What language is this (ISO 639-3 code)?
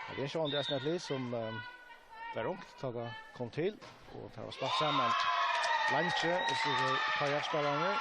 fao